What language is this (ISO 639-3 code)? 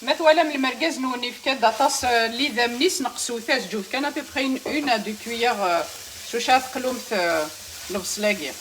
kab